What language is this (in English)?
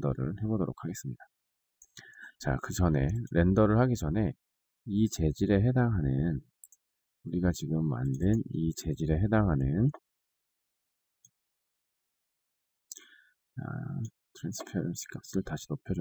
Korean